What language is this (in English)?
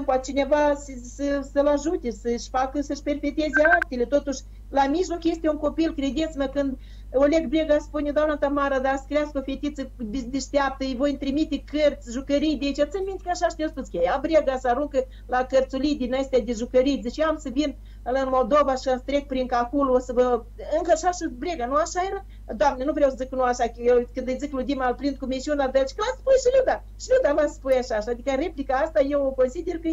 Romanian